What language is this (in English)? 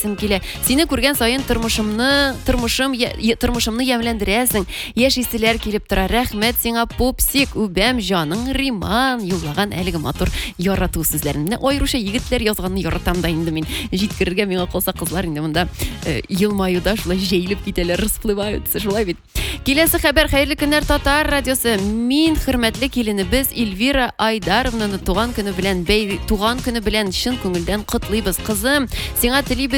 Tatar